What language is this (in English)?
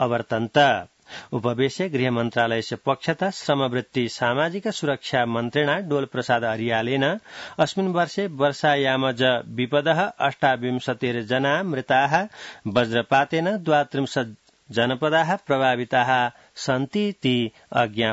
Sanskrit